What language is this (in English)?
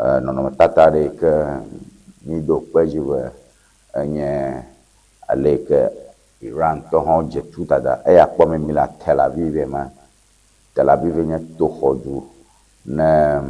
Ewe